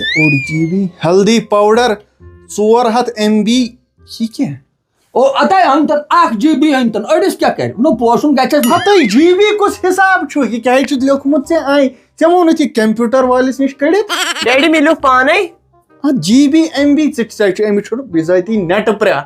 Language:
Kashmiri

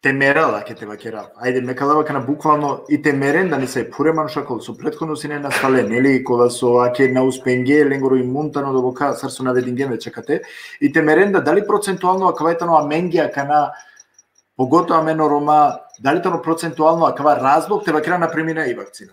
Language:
Balkan Romani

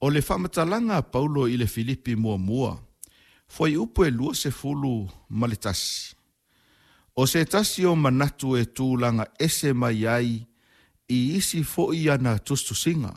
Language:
Samoan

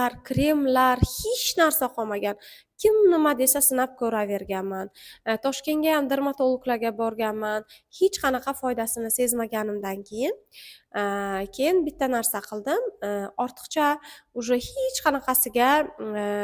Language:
Uzbek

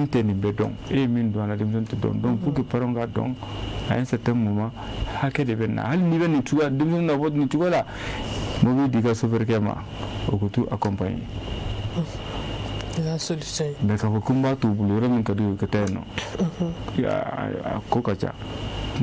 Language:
Bambara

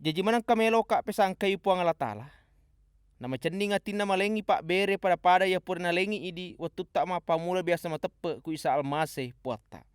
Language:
Buginese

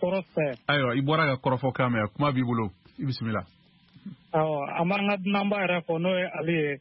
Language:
Bambara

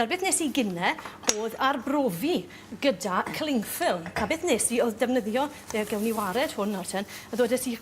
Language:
Welsh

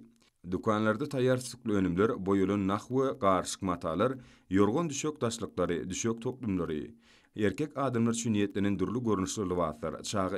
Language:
Turkmen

